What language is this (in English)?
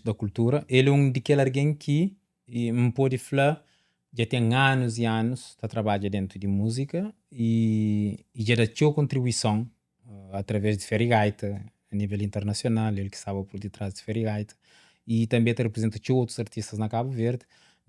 Kabuverdianu